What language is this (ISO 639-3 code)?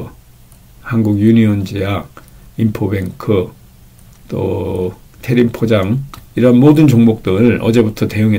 kor